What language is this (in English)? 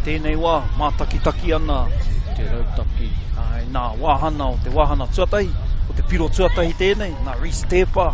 Māori